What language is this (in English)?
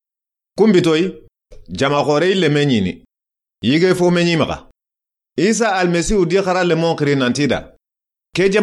Soninke